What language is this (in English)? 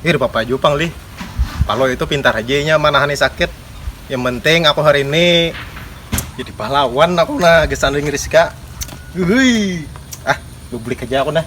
Banjar